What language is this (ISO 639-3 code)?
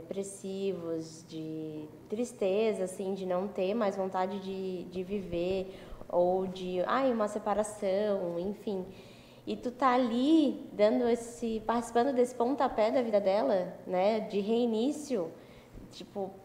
por